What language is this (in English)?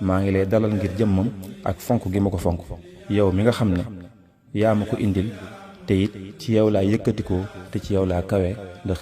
Wolof